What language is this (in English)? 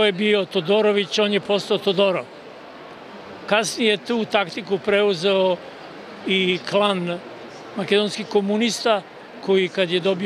Serbian